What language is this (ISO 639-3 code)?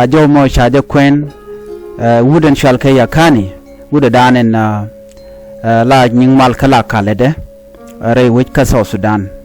nus